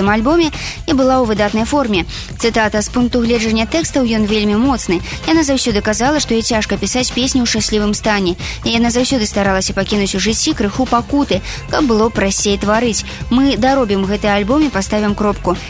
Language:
Belarusian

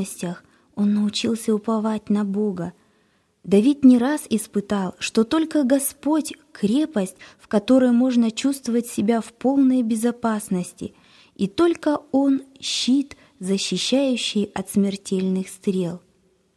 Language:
Russian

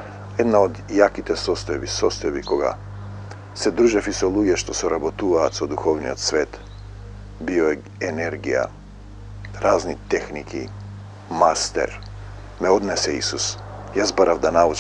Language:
Macedonian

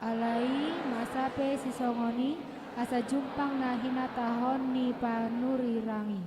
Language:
Batak Toba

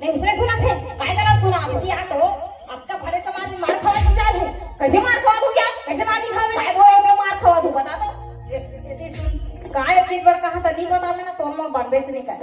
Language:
Chhattisgarhi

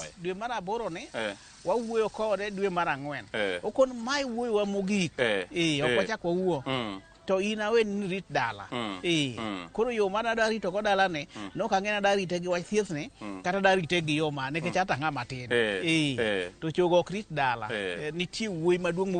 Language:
Luo (Kenya and Tanzania)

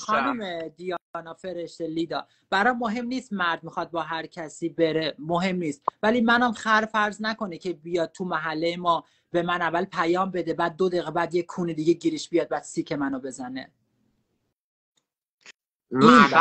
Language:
Persian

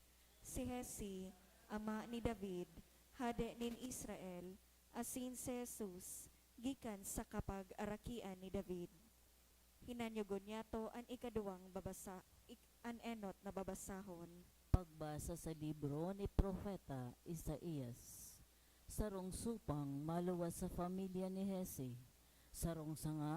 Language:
Bikol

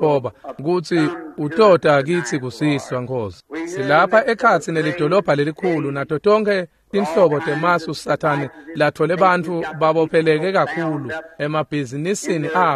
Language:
Swati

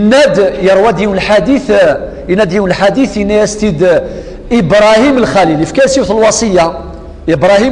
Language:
Kabyle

